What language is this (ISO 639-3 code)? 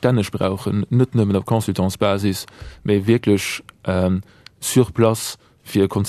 ltz